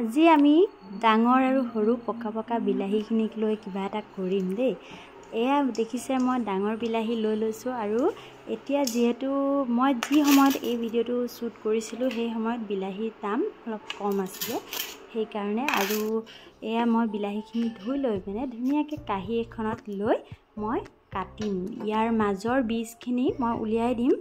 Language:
Assamese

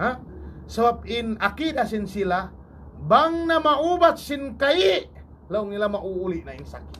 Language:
Tausug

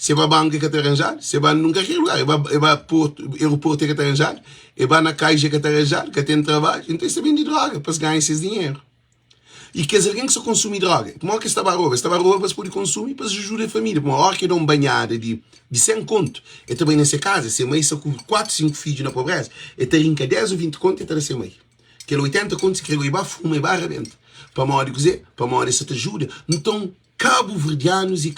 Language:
Kabuverdianu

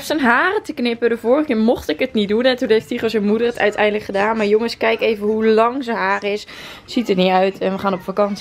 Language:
Dutch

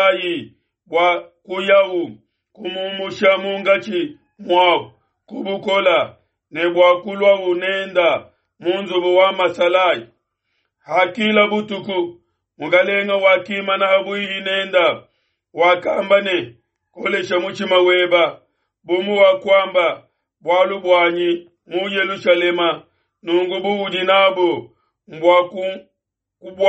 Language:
Luba-Lulua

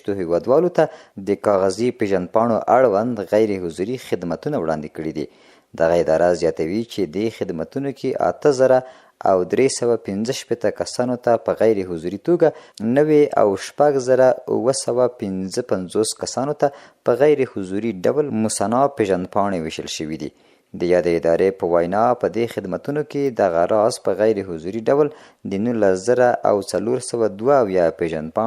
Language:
Pashto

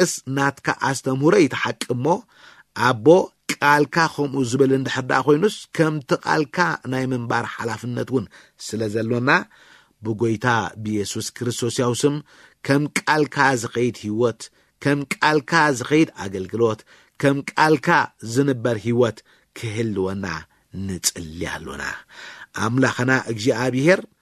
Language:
Tigrinya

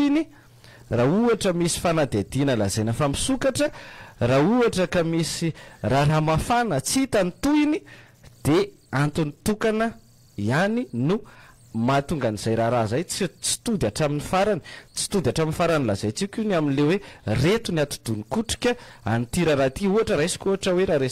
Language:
Malagasy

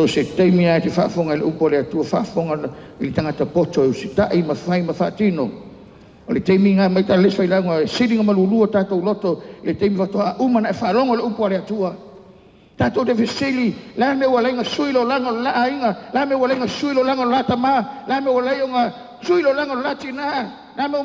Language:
Samoan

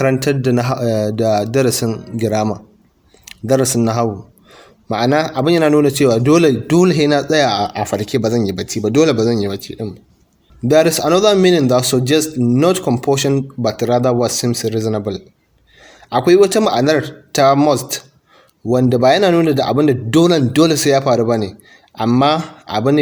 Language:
Hausa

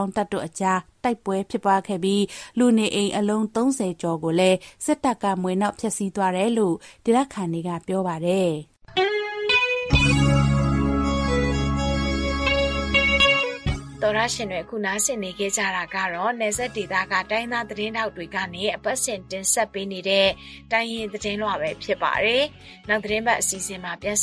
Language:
Burmese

